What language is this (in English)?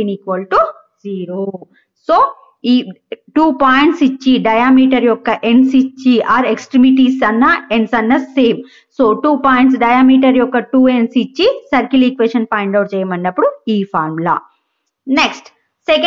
Telugu